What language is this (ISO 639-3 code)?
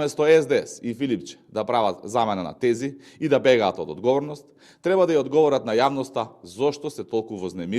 mkd